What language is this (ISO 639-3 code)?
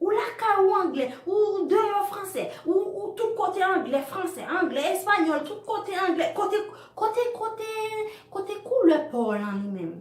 hat